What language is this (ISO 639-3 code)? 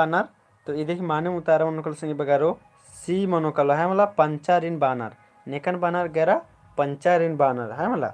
kru